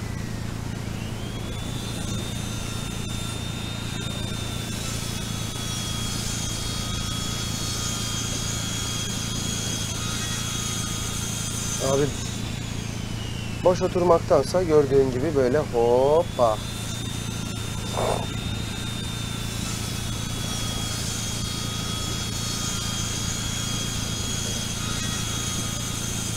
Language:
Turkish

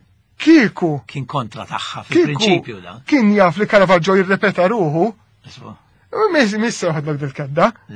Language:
Maltese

